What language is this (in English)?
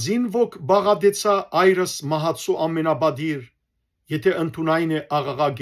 Western Armenian